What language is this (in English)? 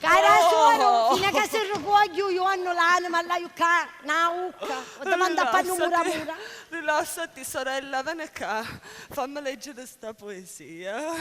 Sicilian